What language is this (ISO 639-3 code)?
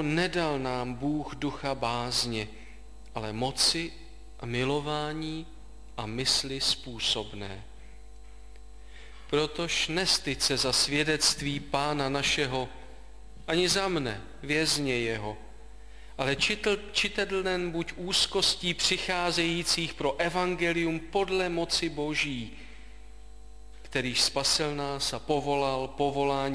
ces